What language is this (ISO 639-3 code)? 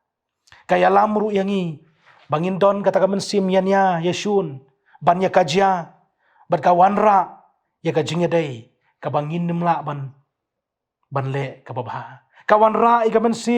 kha